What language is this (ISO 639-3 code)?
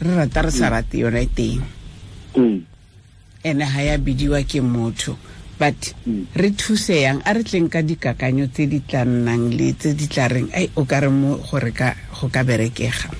tsn